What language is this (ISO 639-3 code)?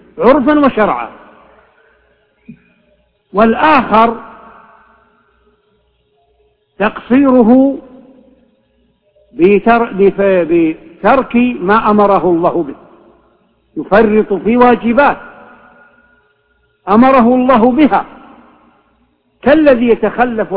ara